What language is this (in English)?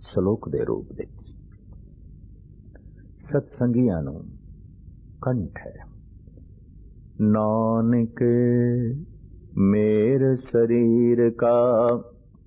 Punjabi